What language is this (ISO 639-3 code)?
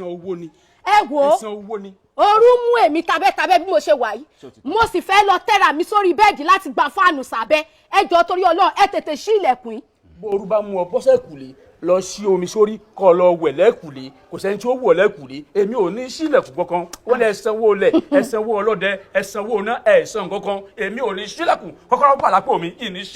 yor